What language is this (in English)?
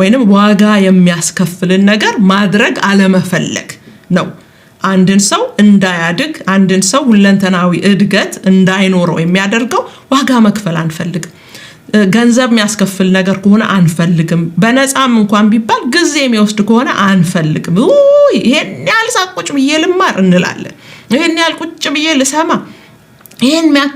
Amharic